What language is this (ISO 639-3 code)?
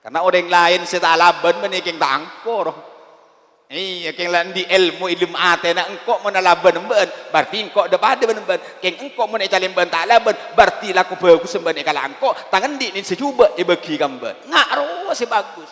mad